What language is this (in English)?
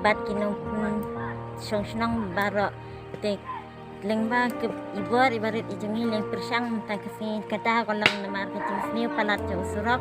Khasi